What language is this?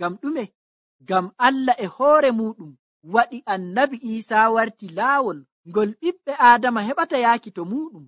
Nigerian Fulfulde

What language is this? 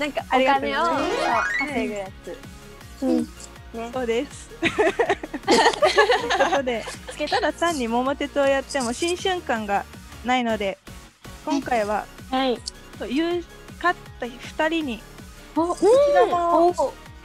Japanese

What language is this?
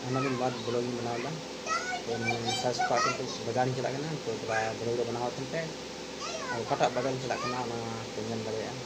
Santali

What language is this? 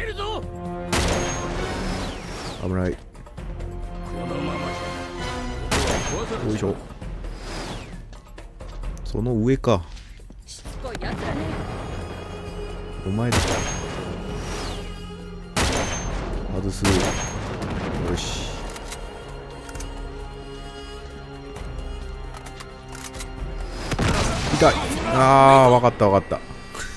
Japanese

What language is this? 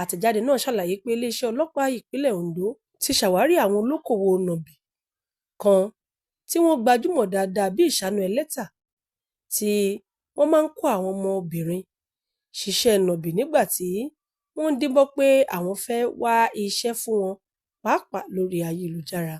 Yoruba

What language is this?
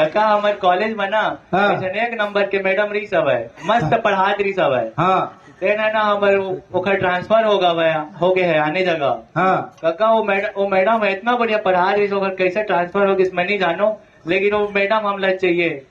Chhattisgarhi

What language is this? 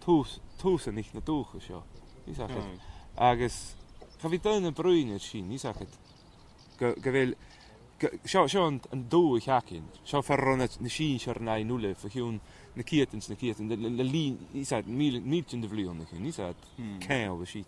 Scottish Gaelic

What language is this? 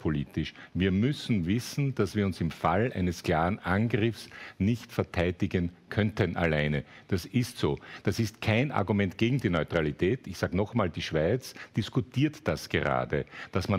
German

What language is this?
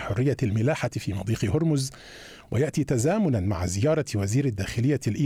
Arabic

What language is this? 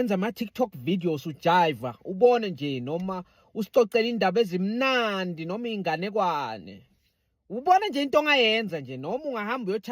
Zulu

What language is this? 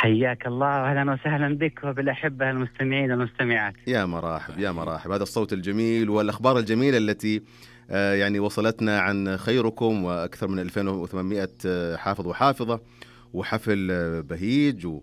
Najdi Arabic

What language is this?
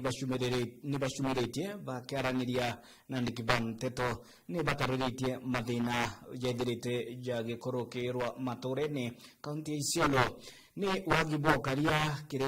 Meru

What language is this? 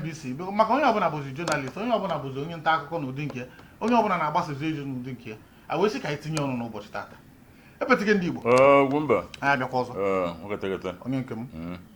Igbo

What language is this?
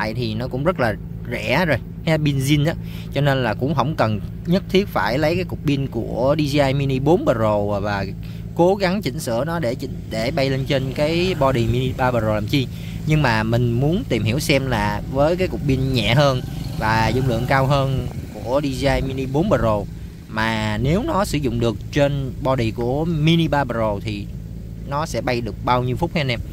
Vietnamese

